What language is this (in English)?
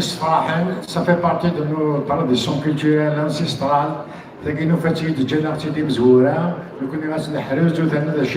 Kabyle